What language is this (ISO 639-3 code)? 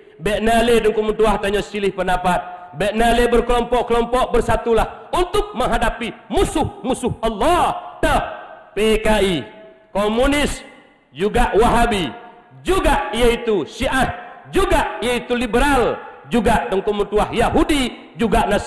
ace